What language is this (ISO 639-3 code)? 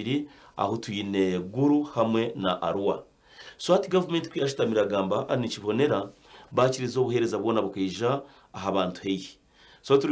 nyn